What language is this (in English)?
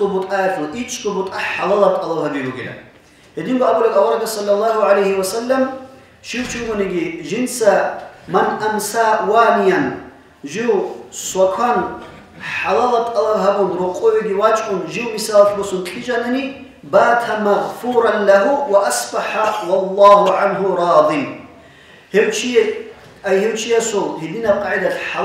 Avaric